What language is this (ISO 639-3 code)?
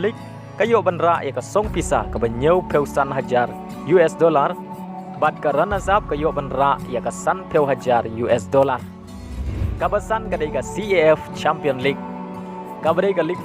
kha